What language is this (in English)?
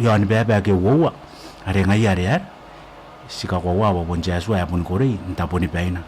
Gilbertese